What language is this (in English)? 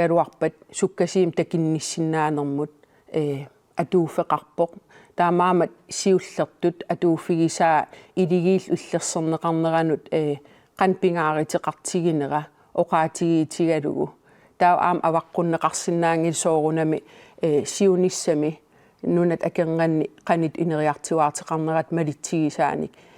Kalaallisut